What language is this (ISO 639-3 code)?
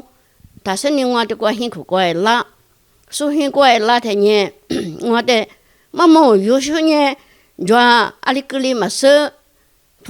lis